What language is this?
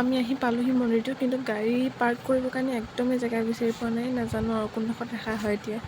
Assamese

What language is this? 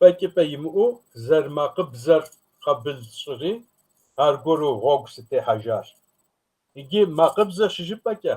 Kabardian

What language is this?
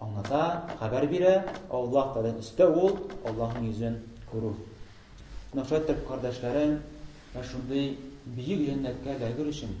Tatar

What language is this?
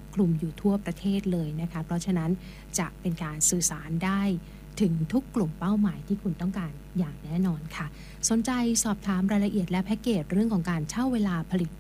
Thai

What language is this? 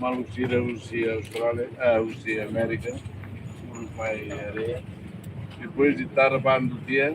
Tetum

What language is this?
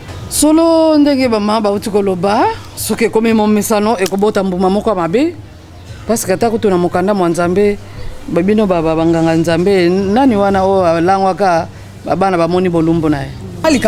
Lingala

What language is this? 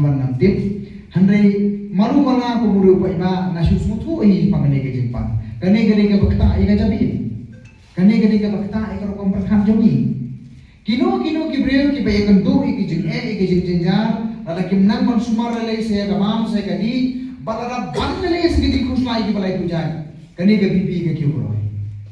Khasi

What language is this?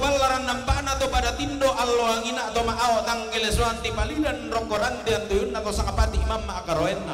Toraja-Sa'dan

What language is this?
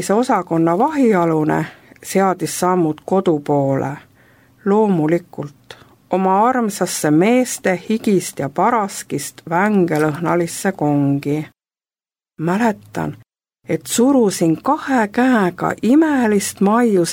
Estonian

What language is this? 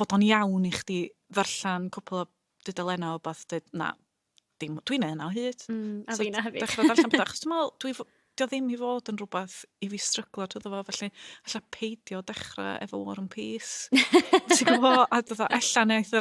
Welsh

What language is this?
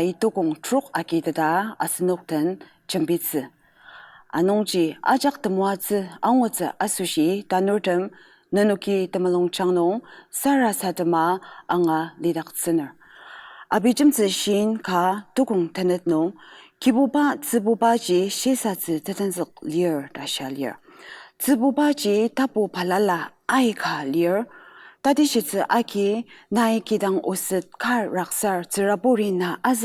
Ao Naga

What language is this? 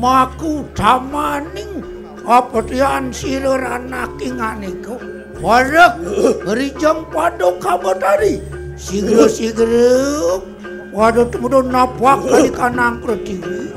Balinese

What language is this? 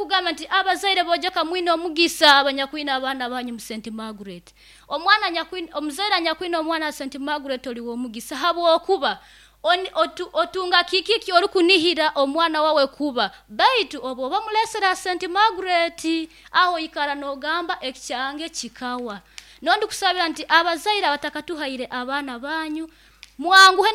Nyoro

